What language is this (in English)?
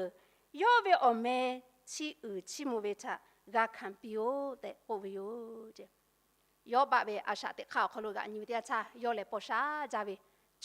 Lahu